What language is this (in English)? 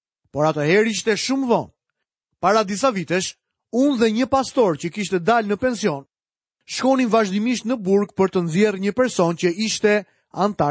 Albanian